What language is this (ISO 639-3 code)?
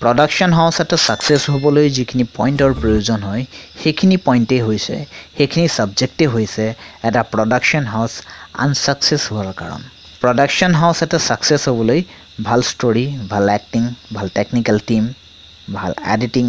asm